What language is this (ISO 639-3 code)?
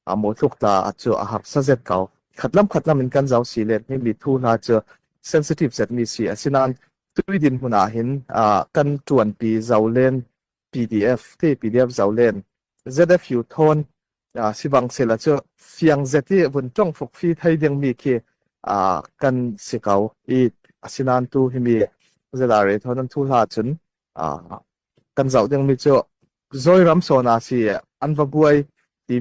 cnh